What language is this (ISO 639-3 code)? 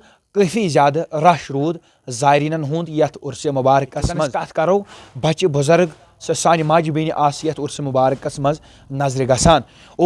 kas